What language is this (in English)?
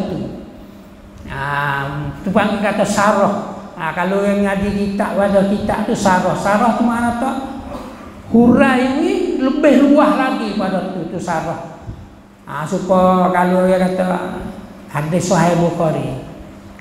Malay